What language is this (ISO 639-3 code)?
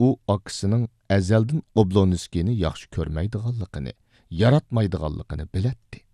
uig